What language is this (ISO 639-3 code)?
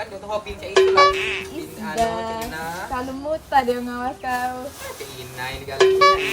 mui